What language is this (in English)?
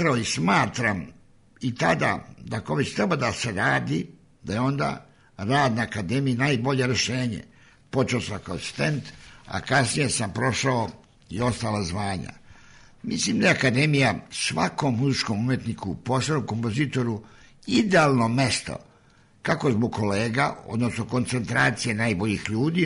Serbian